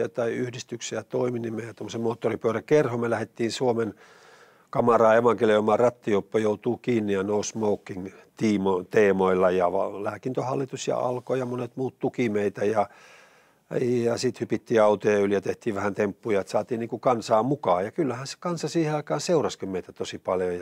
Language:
Finnish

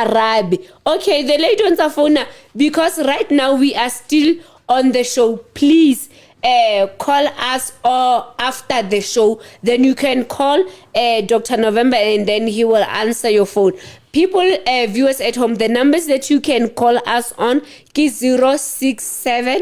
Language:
Southern Sotho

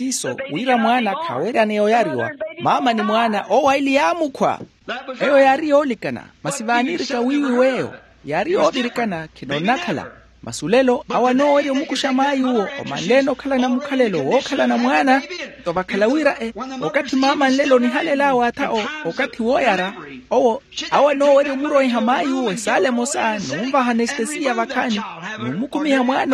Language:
Makhuwa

